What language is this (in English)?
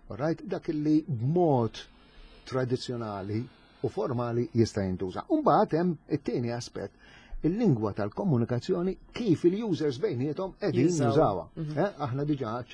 Maltese